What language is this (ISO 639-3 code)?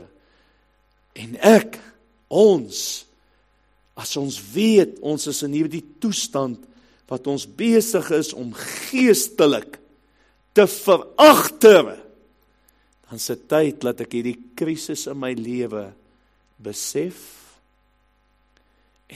afr